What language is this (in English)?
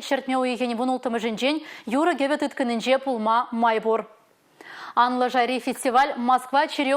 Chuvash